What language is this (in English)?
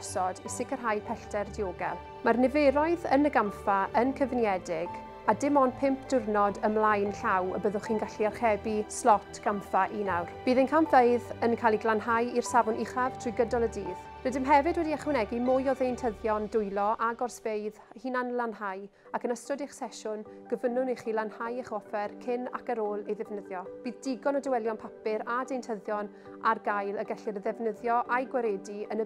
Welsh